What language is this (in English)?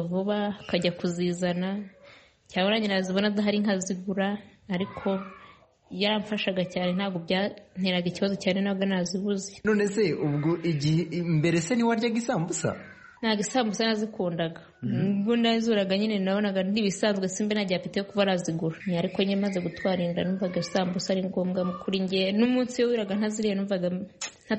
Kinyarwanda